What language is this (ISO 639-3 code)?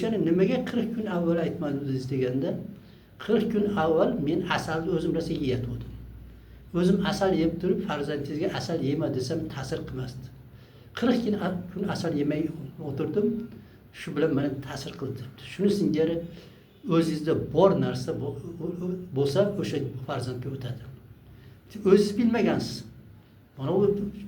uzb